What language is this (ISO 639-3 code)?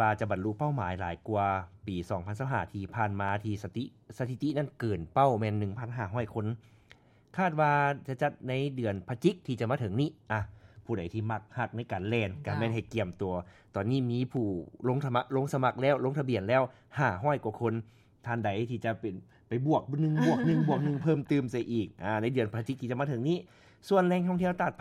lao